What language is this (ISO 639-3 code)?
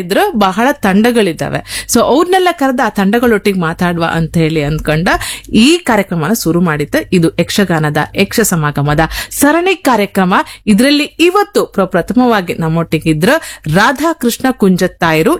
kan